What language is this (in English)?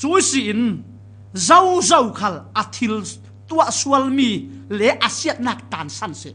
Falam Chin